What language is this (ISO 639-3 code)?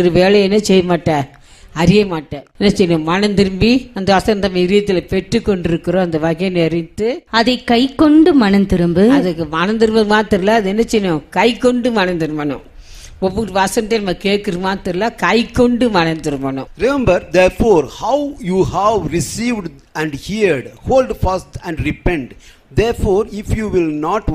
tam